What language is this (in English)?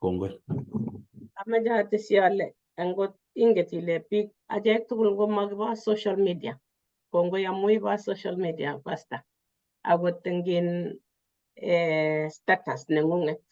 Kalenjin